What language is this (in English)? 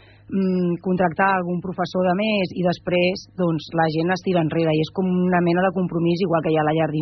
Catalan